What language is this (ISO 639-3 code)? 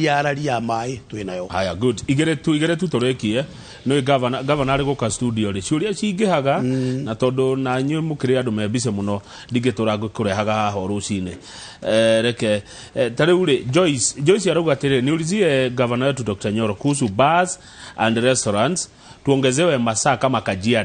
kik